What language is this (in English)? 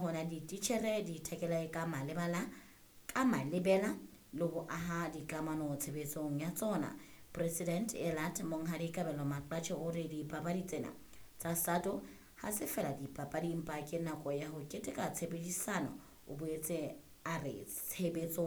Southern Sotho